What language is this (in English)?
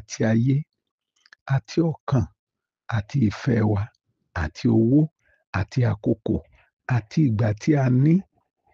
Yoruba